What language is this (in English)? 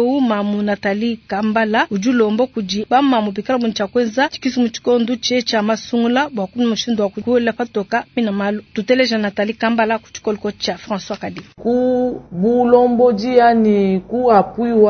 Luba-Lulua